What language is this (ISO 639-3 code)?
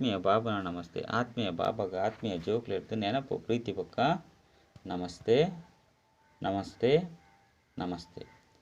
tcy